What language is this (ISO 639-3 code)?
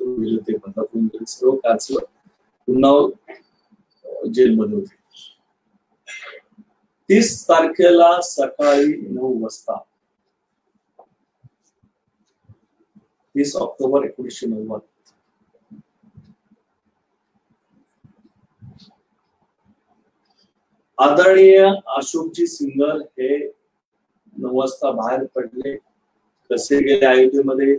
mar